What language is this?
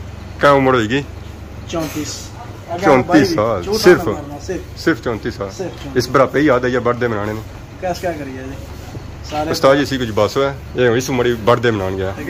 Pahari-Potwari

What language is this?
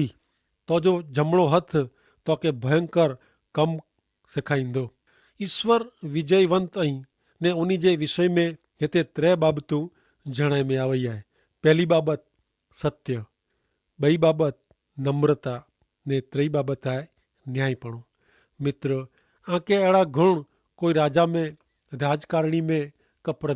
Kachhi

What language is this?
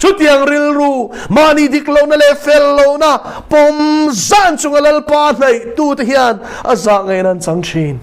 Mizo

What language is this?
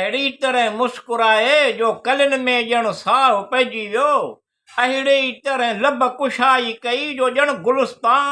Sindhi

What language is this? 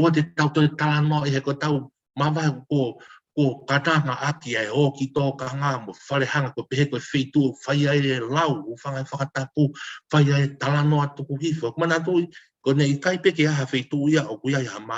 Tongan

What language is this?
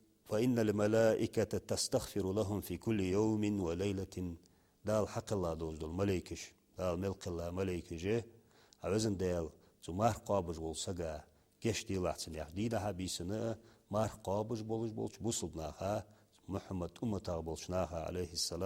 Ingush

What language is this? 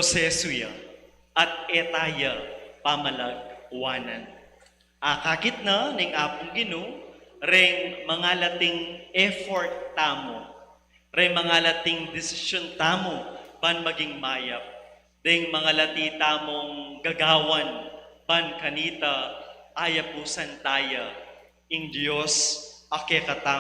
Pampanga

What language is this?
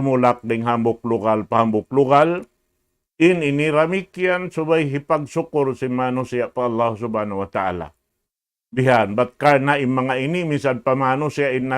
Tausug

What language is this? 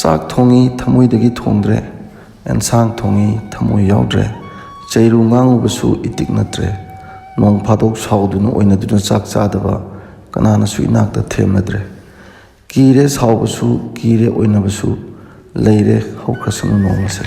Manipuri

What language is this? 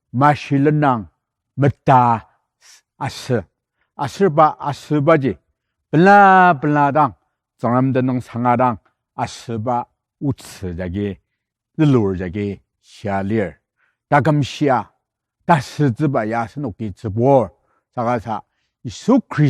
Ao Naga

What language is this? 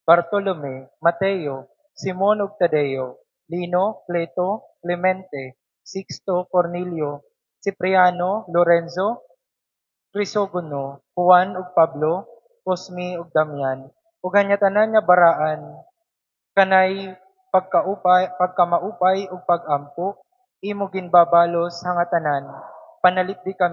Waray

